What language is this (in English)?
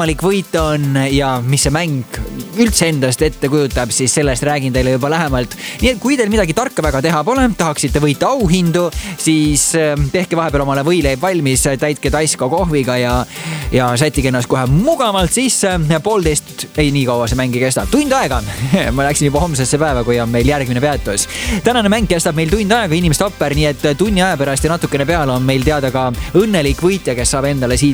Estonian